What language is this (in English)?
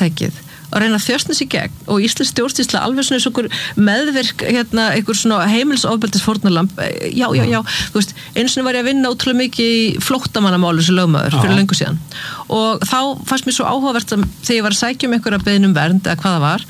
Icelandic